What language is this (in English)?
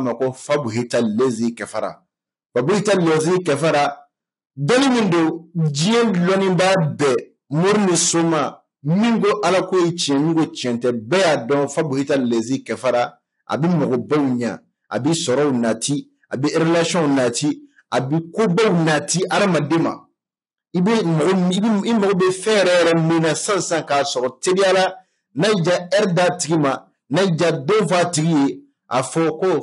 Bambara